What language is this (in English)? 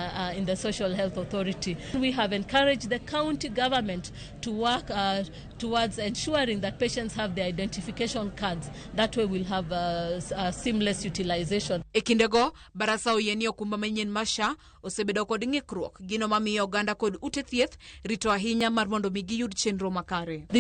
Luo (Kenya and Tanzania)